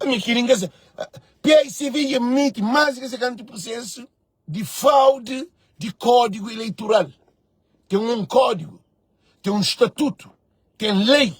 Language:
Kabuverdianu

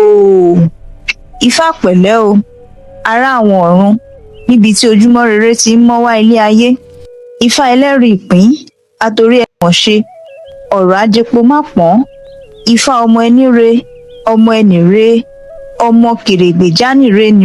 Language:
Yoruba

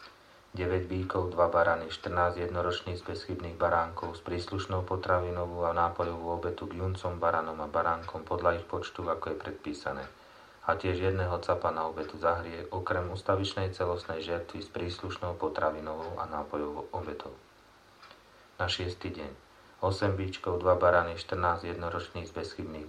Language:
Slovak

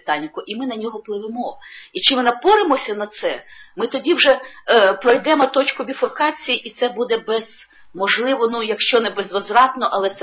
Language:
Ukrainian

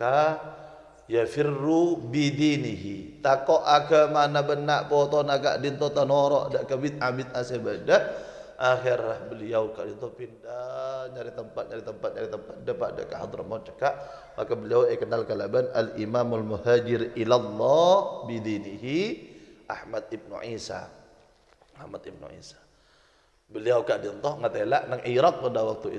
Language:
Madurese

